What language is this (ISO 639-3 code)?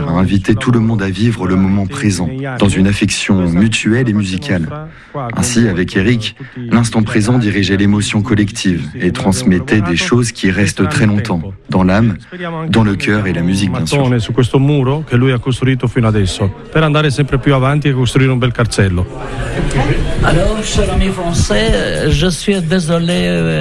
fra